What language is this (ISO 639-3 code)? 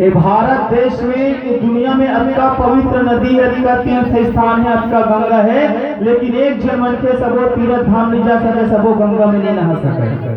hne